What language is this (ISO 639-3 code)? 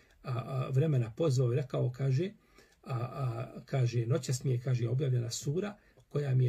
bos